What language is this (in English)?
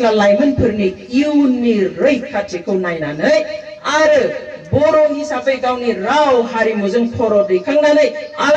Bodo